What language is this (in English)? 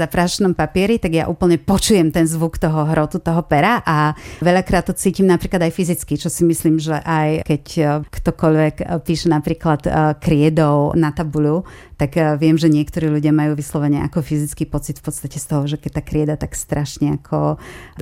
Slovak